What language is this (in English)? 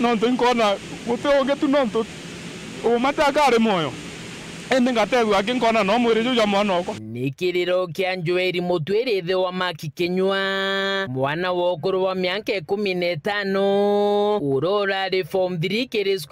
Meru